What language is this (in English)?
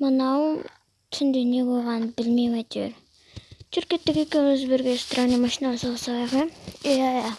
Kazakh